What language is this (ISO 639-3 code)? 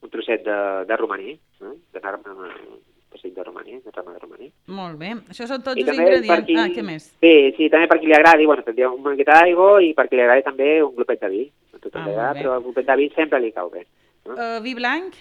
cat